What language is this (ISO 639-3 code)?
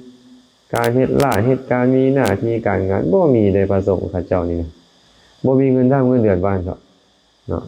lao